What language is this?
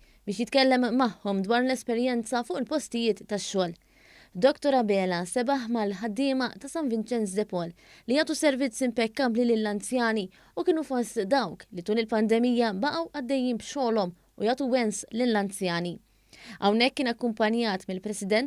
Maltese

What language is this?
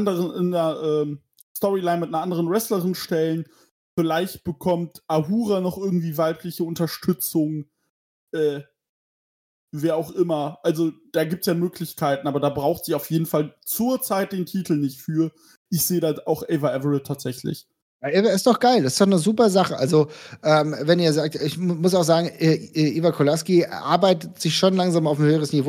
German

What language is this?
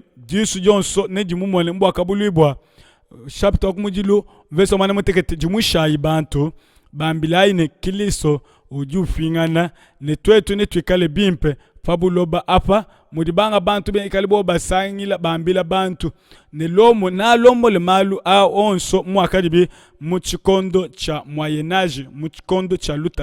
Luba-Lulua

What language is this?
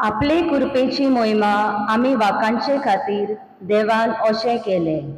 Konkani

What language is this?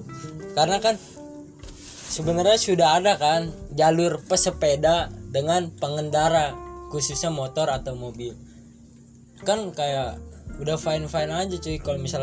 Indonesian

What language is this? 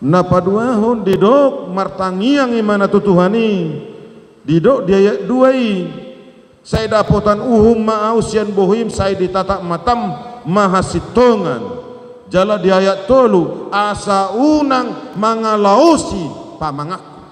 Batak Toba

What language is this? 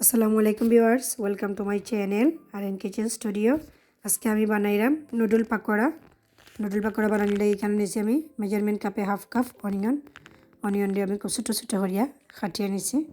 Sylheti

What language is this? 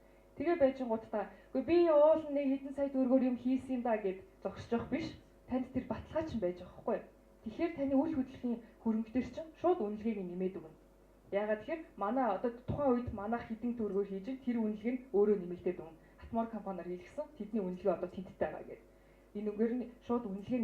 Mongolian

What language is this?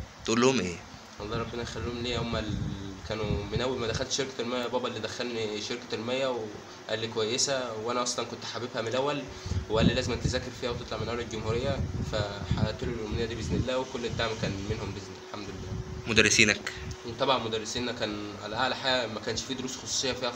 Egyptian Arabic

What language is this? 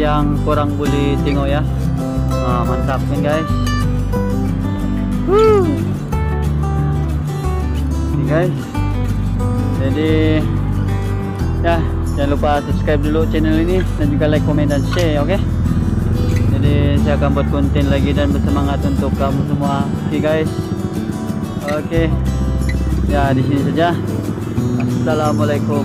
Malay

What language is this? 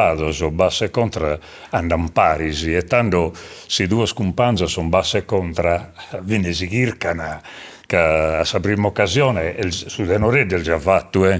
Sardinian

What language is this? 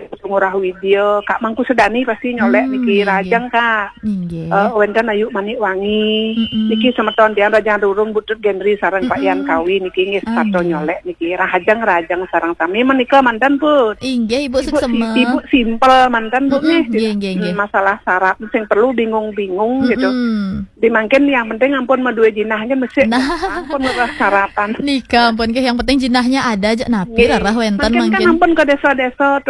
Balinese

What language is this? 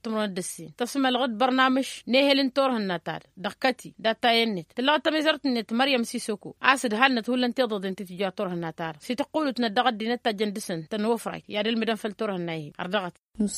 Tamasheq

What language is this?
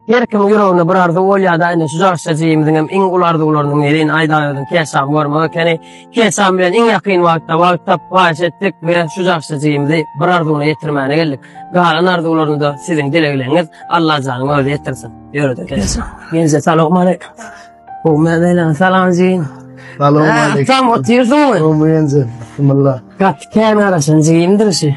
Turkmen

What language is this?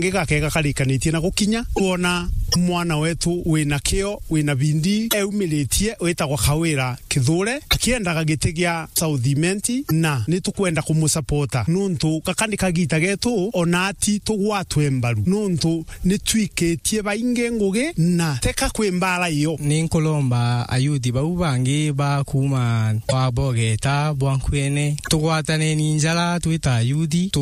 Meru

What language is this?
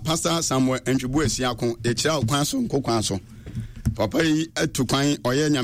Akan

